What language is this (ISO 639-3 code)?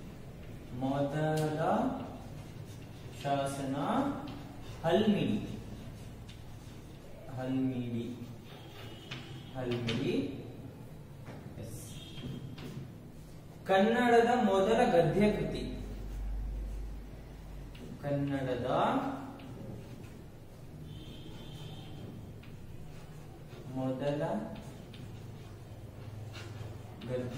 kan